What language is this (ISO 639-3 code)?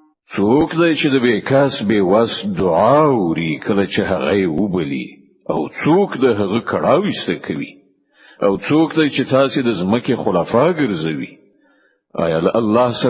pus